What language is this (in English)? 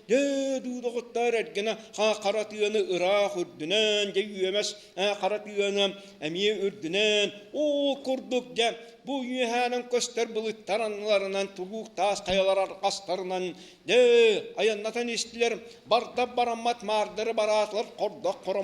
Yakut